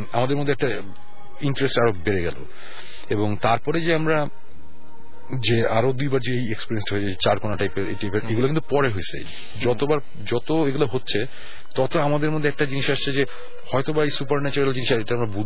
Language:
Bangla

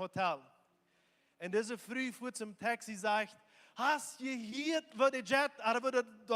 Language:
Plautdietsch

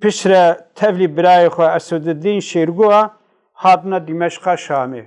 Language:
Kurdish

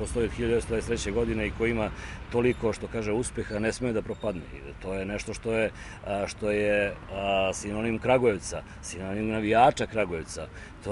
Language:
Serbian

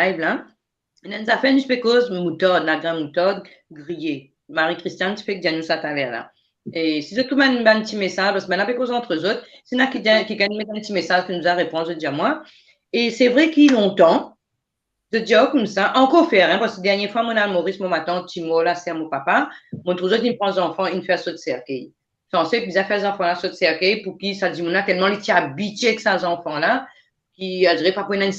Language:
Morisyen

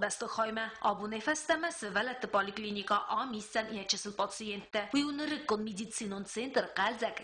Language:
Ossetic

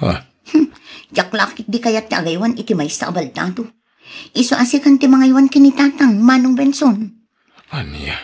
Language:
Iloko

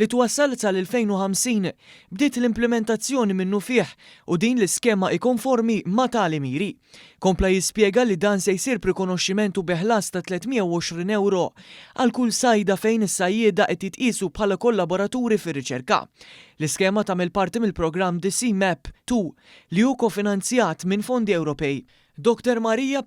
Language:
Maltese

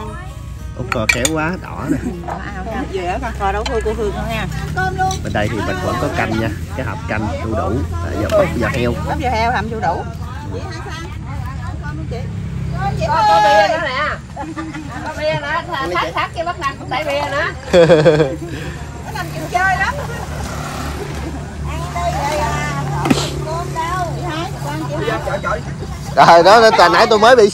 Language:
Vietnamese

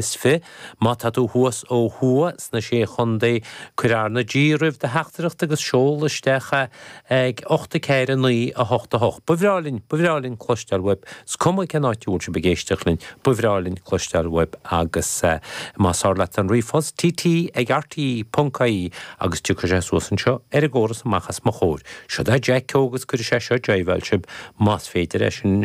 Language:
Irish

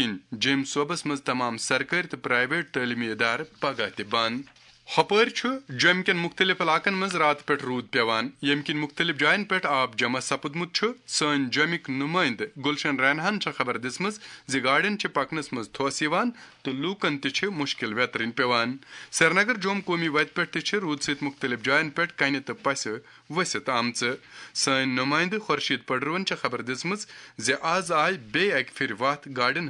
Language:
Kashmiri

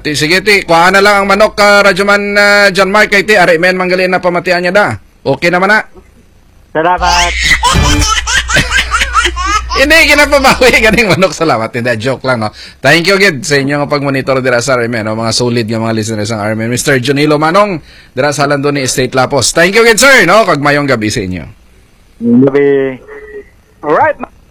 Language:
Hiligaynon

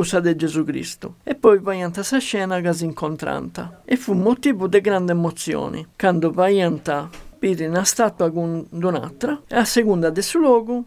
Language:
Sardinian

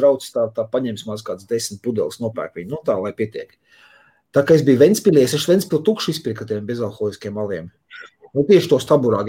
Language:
Latvian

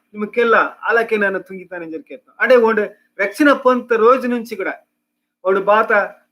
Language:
Koya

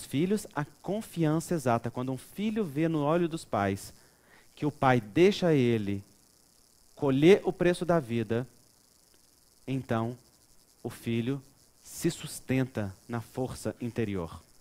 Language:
Portuguese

